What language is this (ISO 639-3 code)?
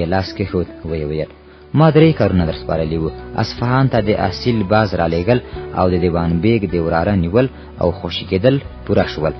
pus